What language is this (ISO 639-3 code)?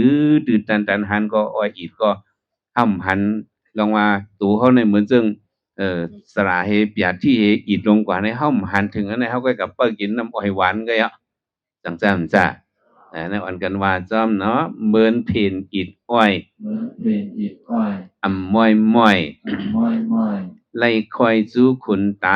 shn